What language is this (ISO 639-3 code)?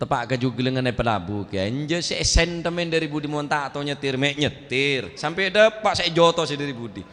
mad